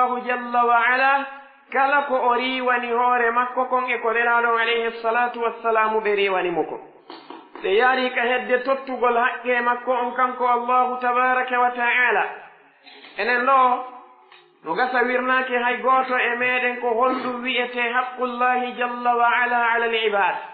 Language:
Pular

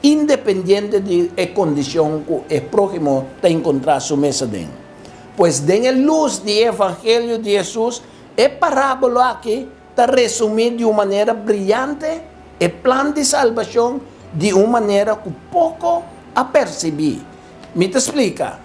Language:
Papiamento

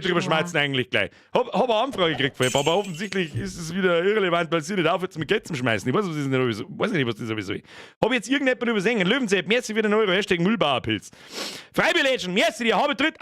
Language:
Bavarian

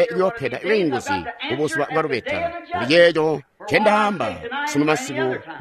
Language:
Tonga (Zambia)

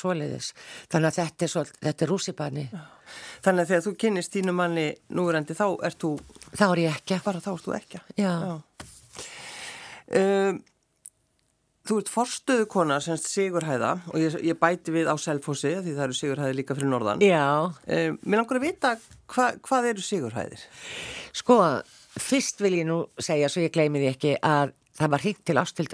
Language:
Icelandic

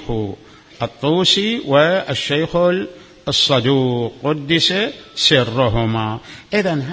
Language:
Mesopotamian Arabic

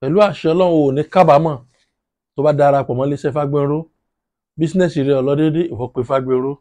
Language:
Yoruba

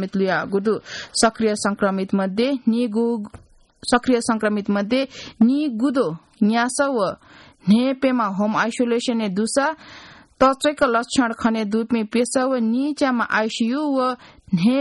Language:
Newari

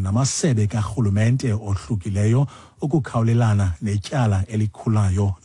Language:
Xhosa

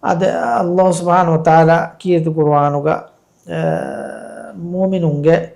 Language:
Divehi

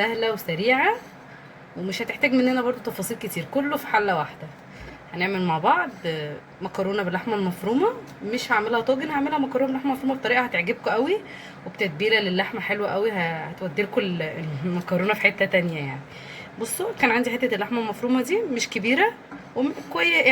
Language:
Egyptian Arabic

